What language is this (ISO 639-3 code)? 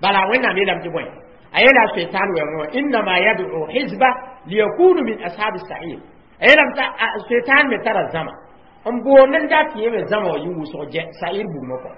mos